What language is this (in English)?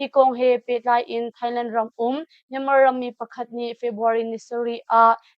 Hakha Chin